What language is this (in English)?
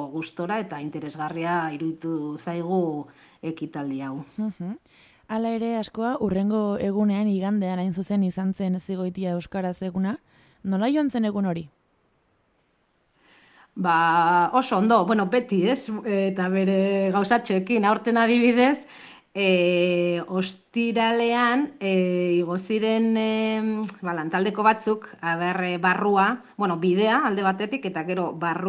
Basque